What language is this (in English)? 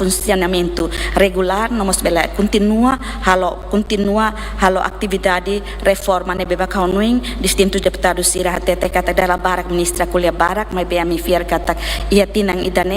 Tetum